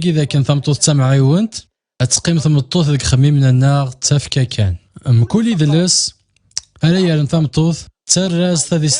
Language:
Kabyle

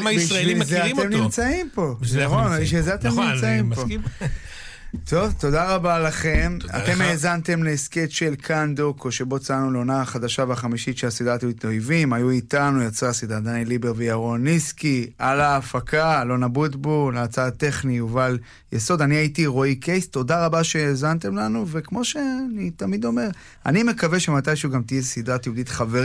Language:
Hebrew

